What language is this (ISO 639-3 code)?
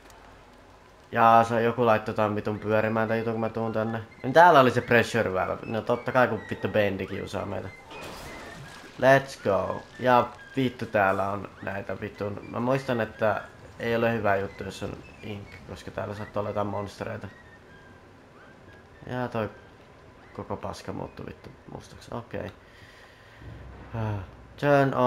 fin